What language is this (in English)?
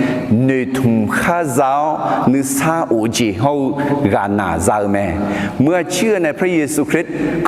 Akha